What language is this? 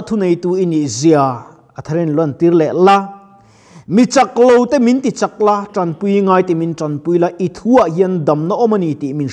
Mizo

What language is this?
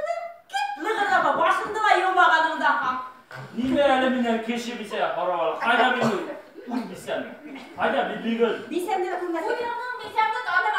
Bashkir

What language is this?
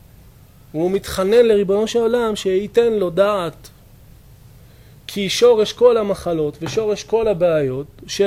Hebrew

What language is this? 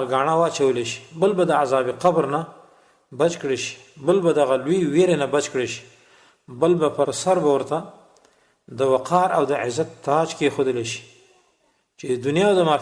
Pashto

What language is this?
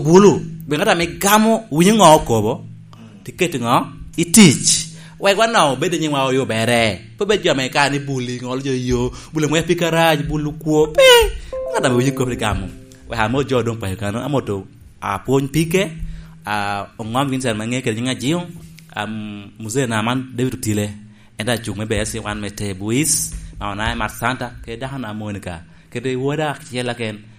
Lango (Uganda)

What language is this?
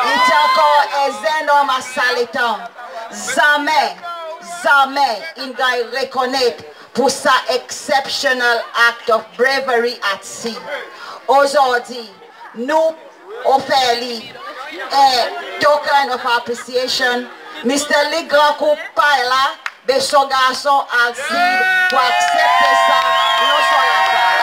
Seselwa Creole French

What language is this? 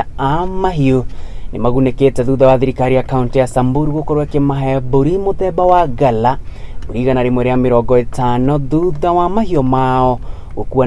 Kikuyu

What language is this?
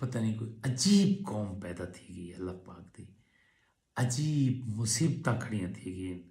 Saraiki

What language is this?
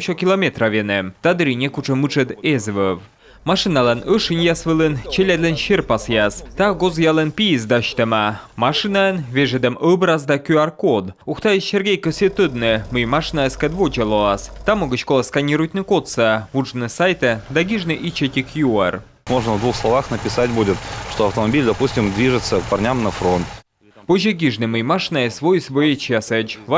Komi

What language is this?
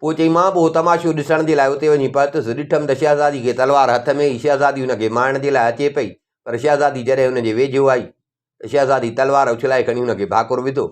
Sindhi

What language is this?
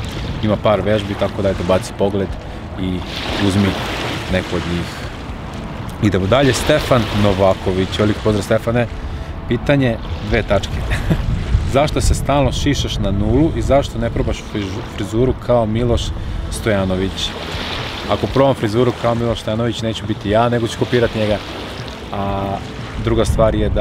Serbian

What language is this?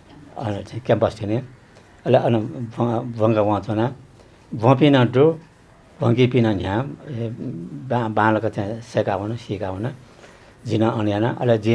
Newari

